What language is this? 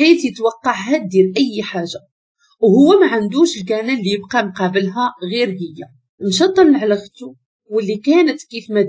Moroccan Arabic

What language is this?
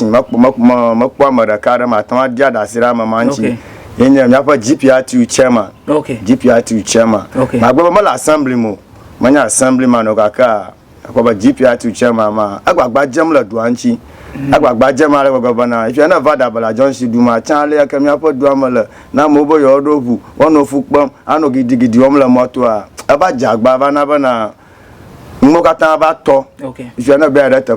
Ewe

